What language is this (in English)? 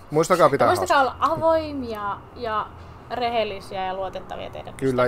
Finnish